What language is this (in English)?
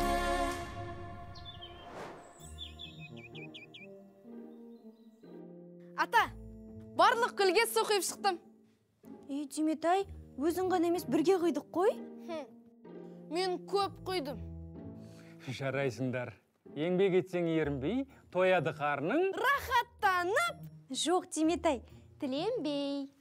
Kazakh